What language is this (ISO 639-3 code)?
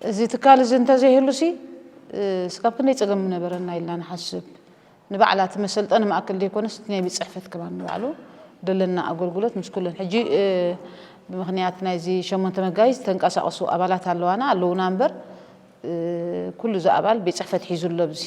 tir